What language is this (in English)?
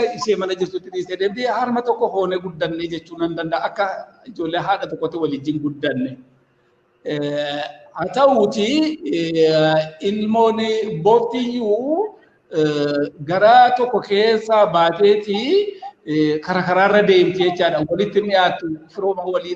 Oromo